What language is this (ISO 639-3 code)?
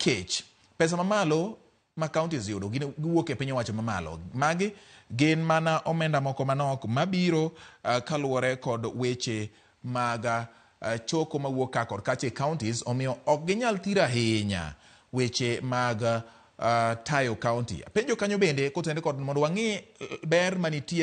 luo